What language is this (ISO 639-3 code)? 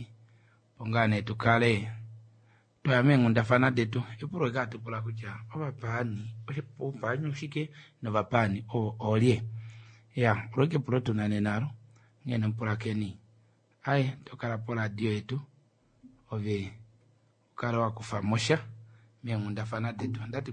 kua